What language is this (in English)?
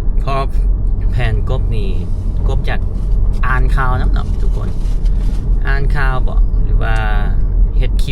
Lao